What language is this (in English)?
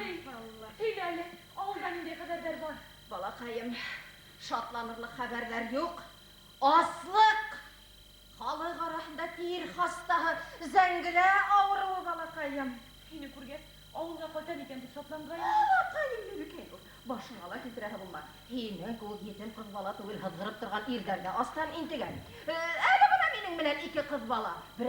Bashkir